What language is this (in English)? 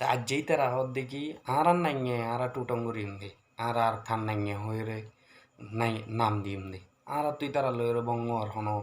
Rohingya